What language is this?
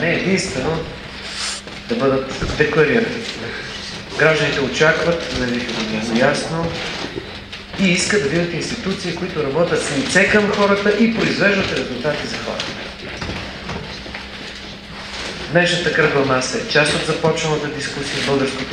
Bulgarian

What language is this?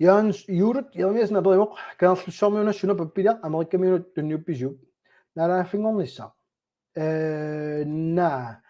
Kalaallisut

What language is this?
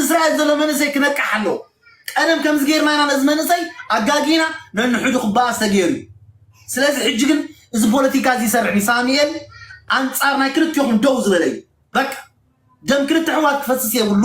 Tigrinya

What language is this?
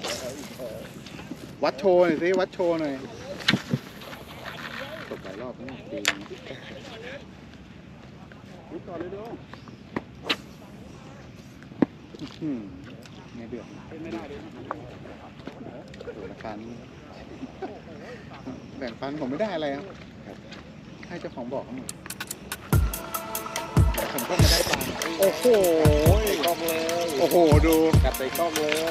Thai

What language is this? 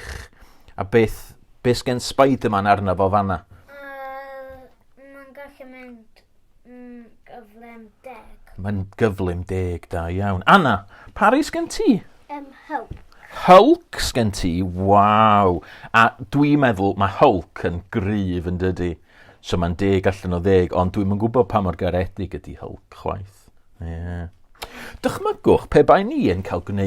Welsh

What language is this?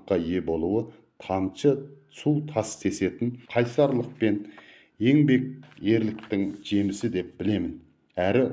Kazakh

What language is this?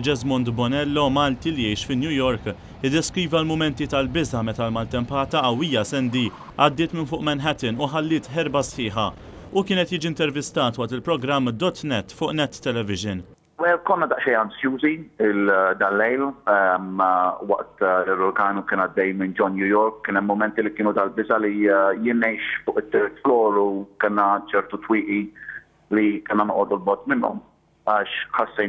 Maltese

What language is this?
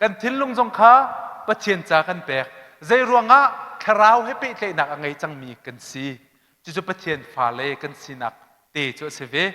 Hakha Chin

